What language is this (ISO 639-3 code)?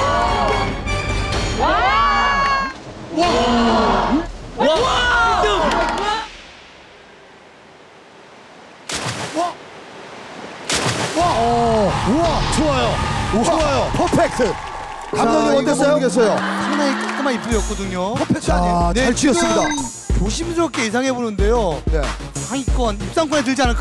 kor